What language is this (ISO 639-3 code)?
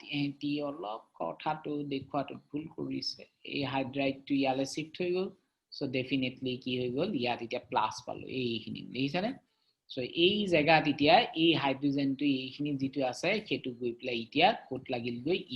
asm